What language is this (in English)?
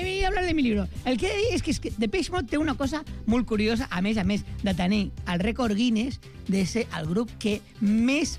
Catalan